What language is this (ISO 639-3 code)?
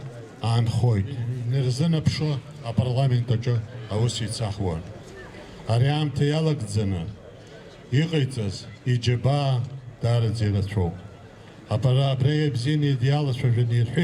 abk